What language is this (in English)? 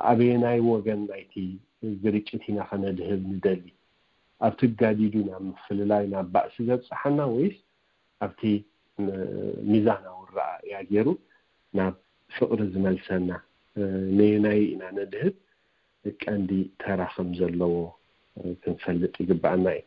Tigrinya